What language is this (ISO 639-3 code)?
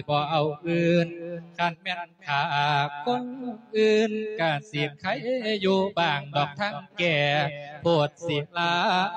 lao